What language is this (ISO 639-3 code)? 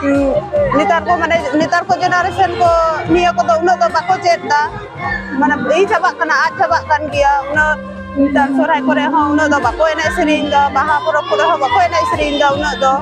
sat